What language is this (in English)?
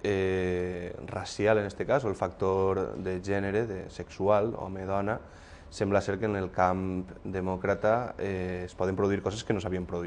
Catalan